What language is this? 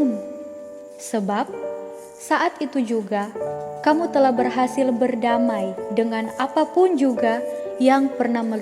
Manado Malay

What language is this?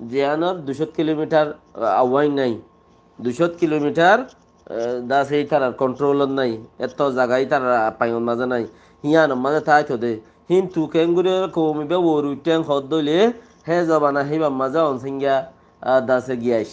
Rohingya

